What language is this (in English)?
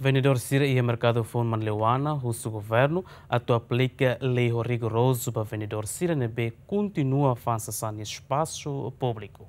Tetum